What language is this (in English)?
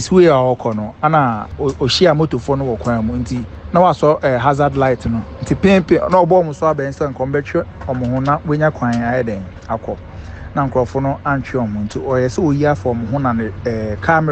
Akan